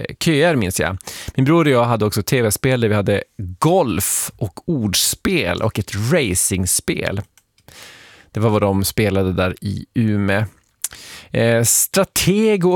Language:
Swedish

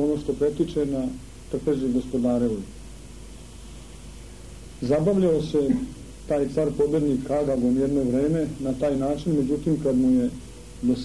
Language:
Serbian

